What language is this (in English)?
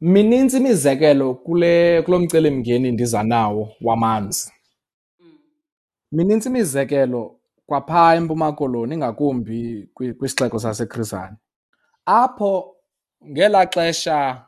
Xhosa